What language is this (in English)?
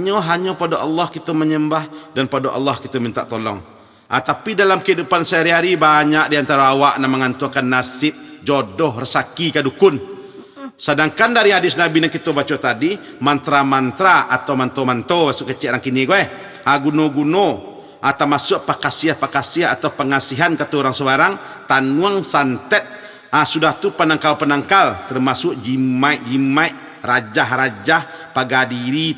Minangkabau